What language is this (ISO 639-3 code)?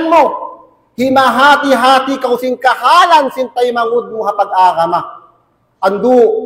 tsg